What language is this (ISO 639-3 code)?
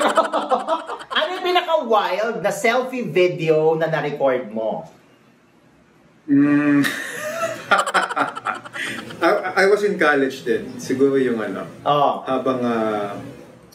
fil